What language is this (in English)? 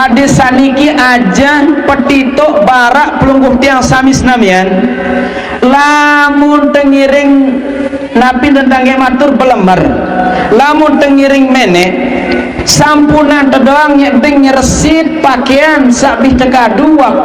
Sasak